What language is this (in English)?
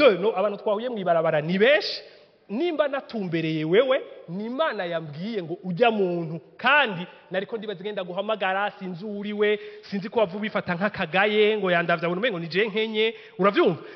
Rundi